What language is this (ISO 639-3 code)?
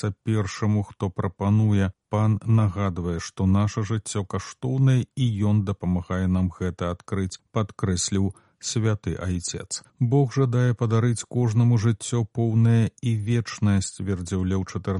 bel